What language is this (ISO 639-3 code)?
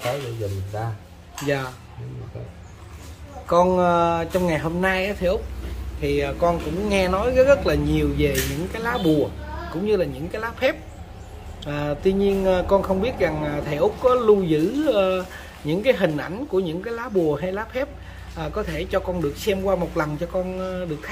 vie